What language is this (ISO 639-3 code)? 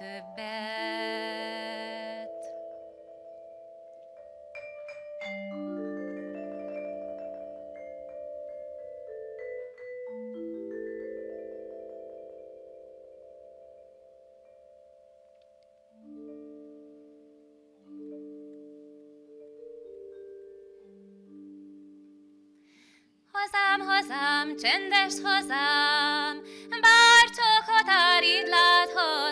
hun